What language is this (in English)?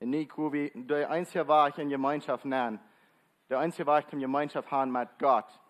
Plautdietsch